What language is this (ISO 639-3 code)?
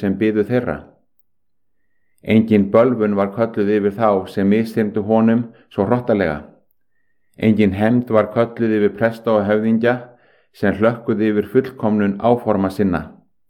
isl